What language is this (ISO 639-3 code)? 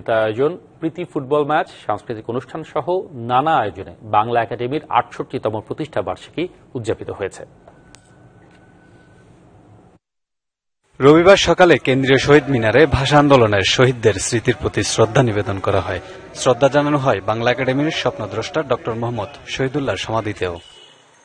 ben